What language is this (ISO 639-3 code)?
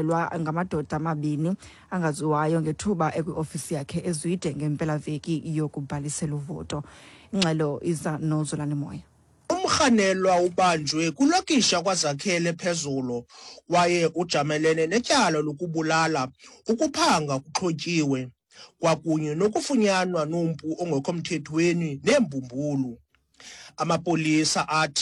xho